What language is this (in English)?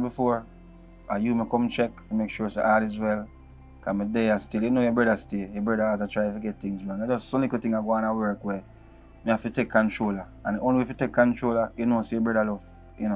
Jamaican Creole English